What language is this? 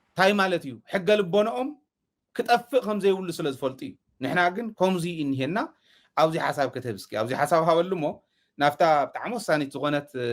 Tigrinya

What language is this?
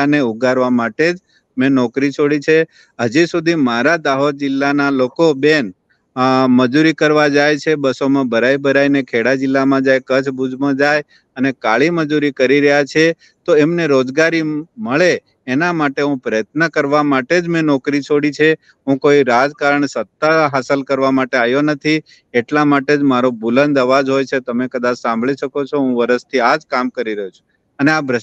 Gujarati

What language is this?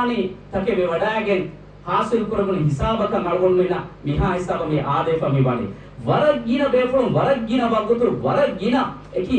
Divehi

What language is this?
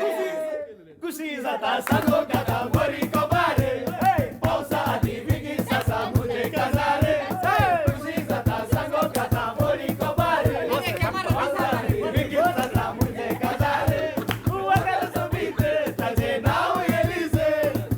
Konkani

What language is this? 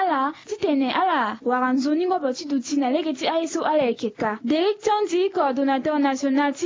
Sango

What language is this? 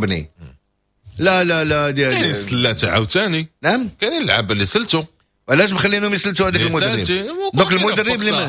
Moroccan Arabic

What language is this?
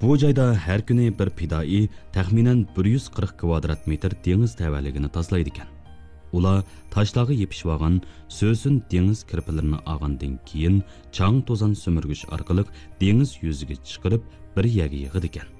Uyghur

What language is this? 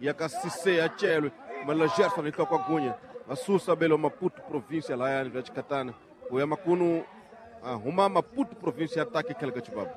Tsonga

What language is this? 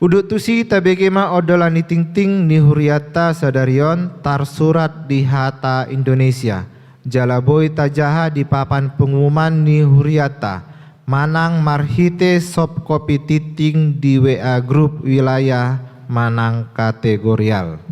Batak Toba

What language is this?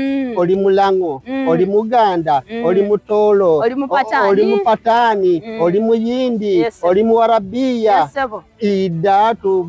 Soga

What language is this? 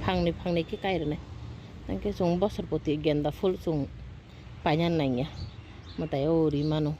Kok Borok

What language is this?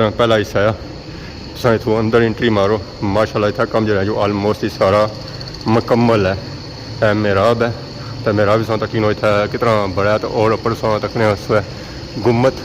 Pahari-Potwari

